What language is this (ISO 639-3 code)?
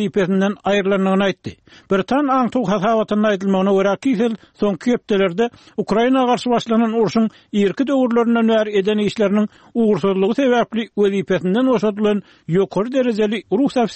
tuk